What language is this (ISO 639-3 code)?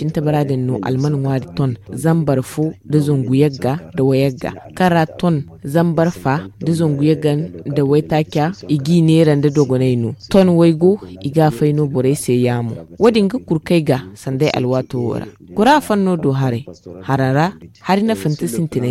dje